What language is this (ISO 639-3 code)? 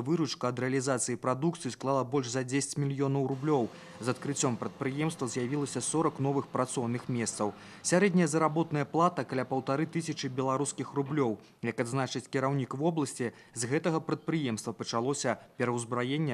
bel